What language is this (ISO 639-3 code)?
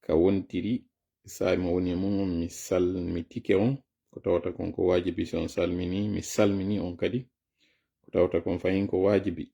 ful